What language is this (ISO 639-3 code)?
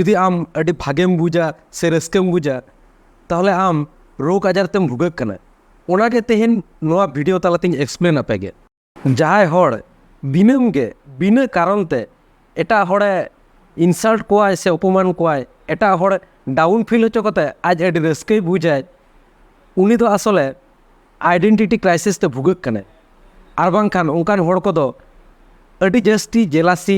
sat